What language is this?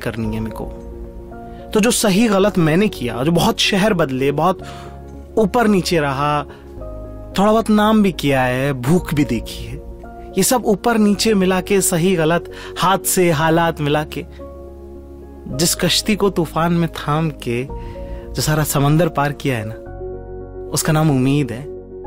Hindi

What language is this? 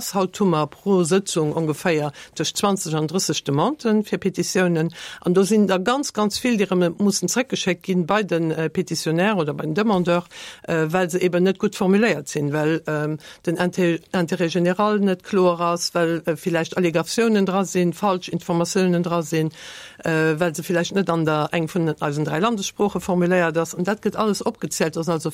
Luxembourgish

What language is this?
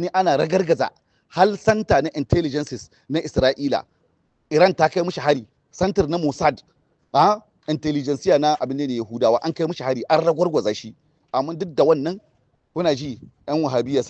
Hausa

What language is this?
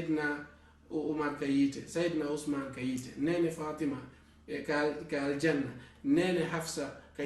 Fula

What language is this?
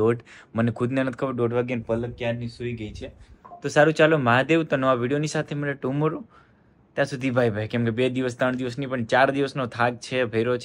Gujarati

